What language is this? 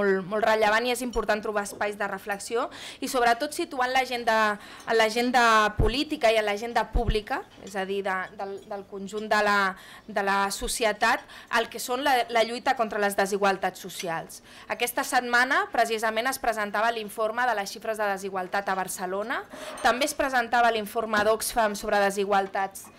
Catalan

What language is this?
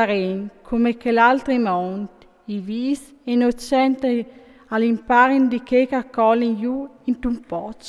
Friulian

